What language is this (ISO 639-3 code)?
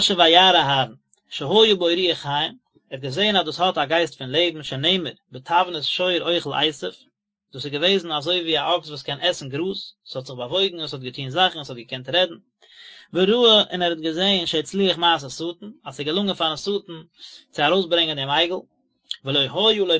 yid